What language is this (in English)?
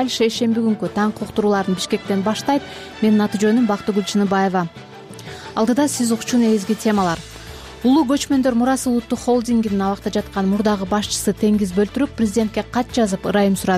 Kyrgyz